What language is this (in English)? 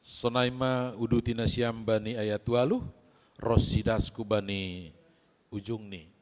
Batak Simalungun